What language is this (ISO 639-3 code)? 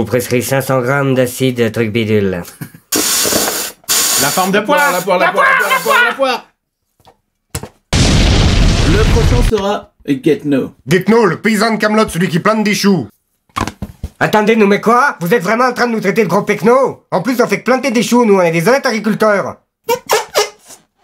fra